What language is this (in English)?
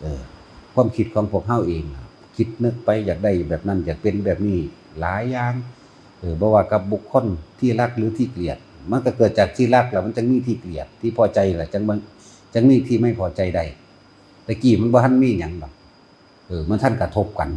Northeastern Thai